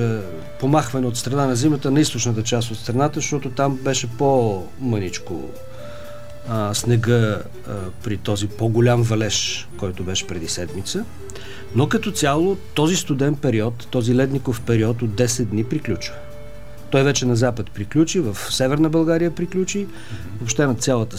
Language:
Bulgarian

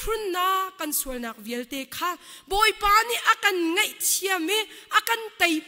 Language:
Hakha Chin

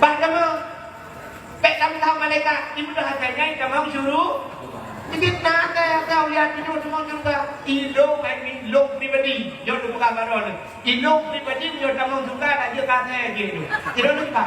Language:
Achinese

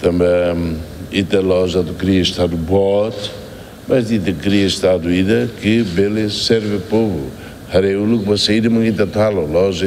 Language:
Tetum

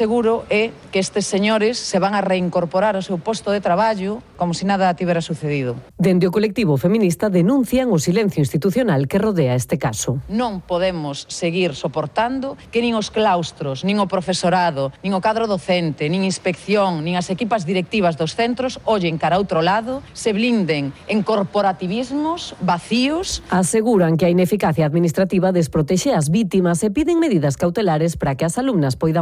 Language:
Galician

